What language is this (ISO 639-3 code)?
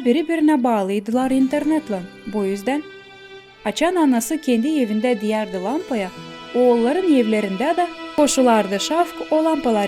gag